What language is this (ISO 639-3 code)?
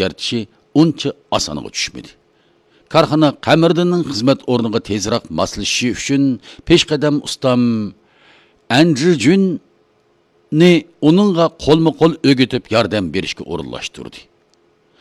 uig